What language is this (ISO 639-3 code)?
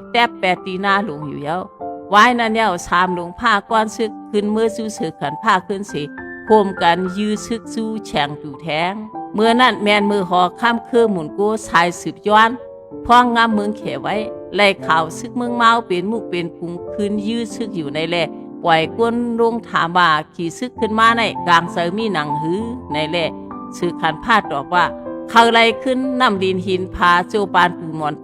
shn